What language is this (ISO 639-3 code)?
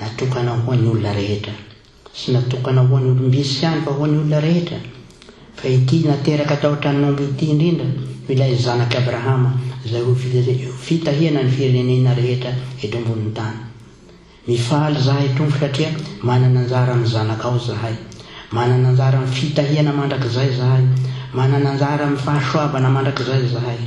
mlg